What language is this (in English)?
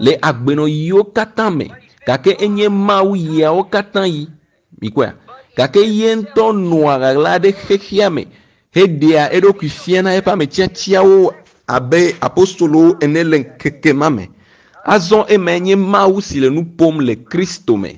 Ewe